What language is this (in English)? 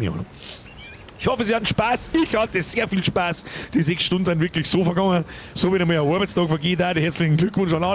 Bavarian